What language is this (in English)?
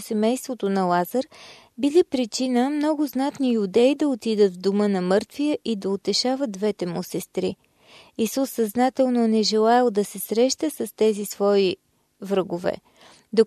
Bulgarian